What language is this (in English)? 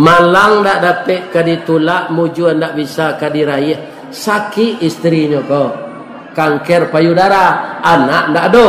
Minangkabau